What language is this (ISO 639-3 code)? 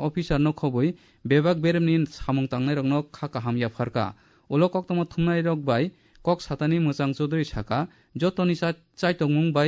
trp